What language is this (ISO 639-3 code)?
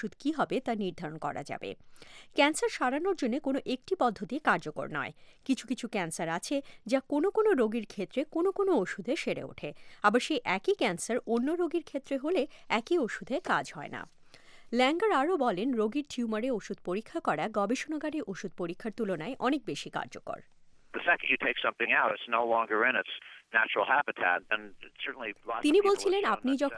ben